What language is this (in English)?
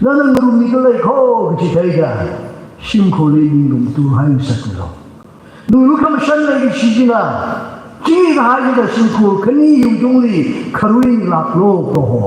Tangkhul Naga (India)